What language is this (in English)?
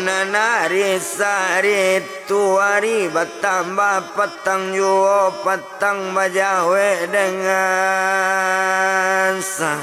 Minangkabau